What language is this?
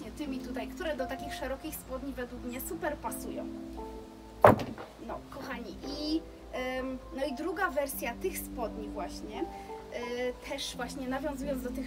Polish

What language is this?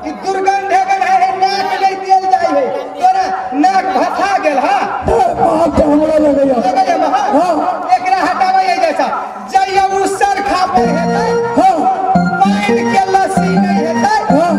Maithili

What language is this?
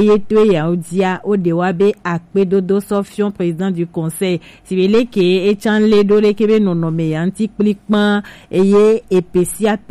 Gen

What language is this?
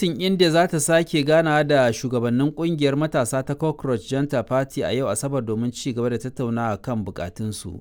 Hausa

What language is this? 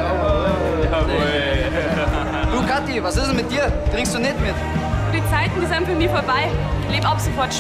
Bavarian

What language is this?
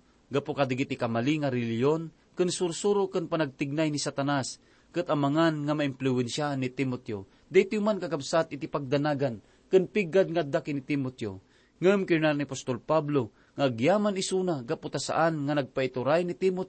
Iloko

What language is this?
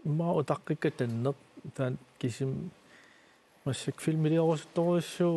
Kalaallisut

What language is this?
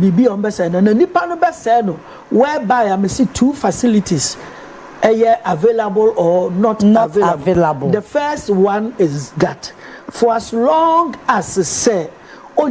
Akan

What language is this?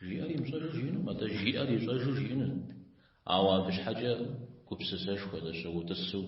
Kabardian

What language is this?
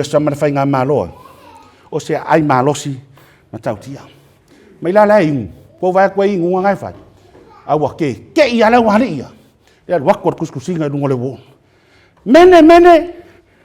Samoan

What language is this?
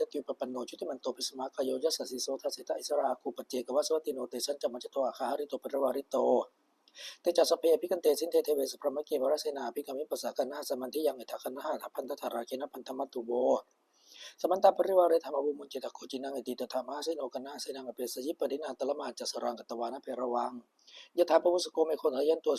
Pali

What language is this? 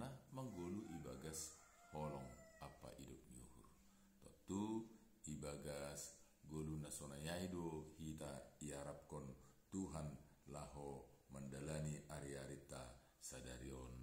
Batak Simalungun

